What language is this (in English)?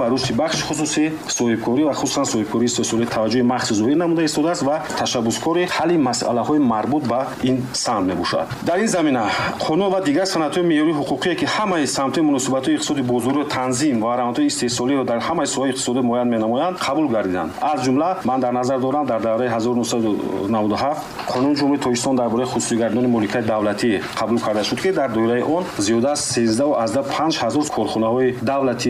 Tajik